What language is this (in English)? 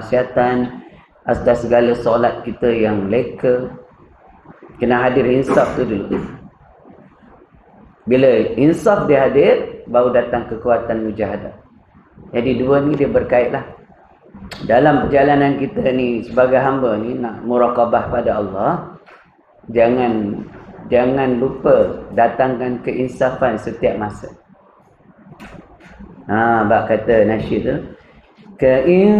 Malay